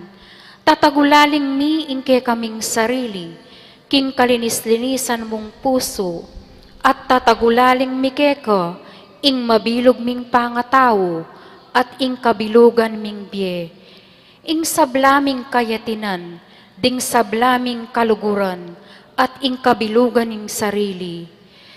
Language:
Pampanga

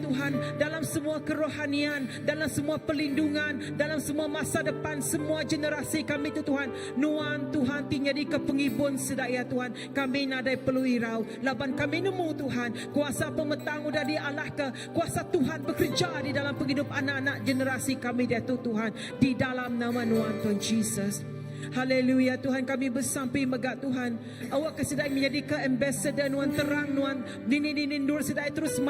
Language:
Iban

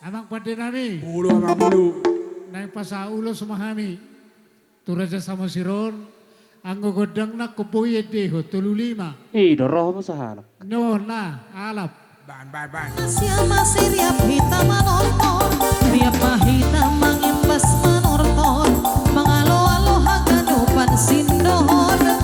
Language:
Batak Simalungun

